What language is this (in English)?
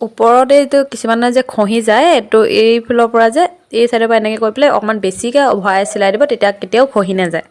Assamese